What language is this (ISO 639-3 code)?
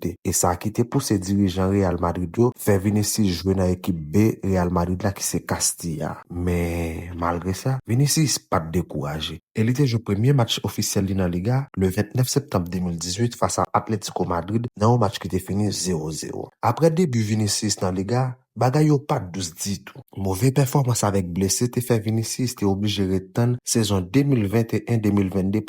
hat